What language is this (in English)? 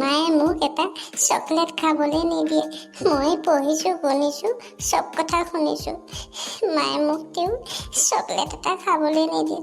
Assamese